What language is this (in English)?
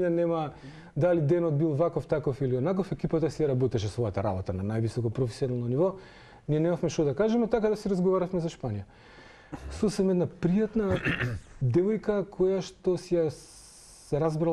Macedonian